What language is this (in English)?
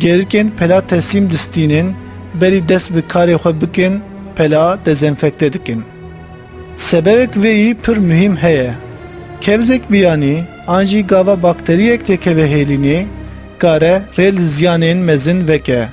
Kurdish